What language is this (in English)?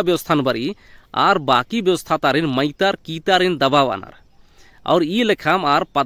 Kurukh